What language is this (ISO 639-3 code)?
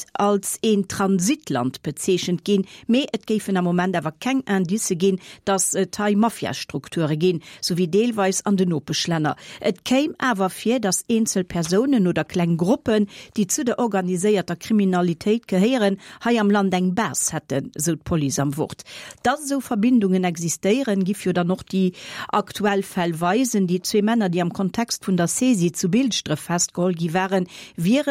ltz